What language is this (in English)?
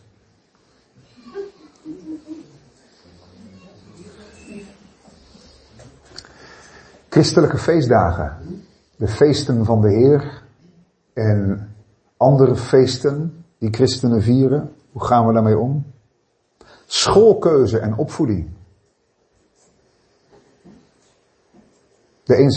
Dutch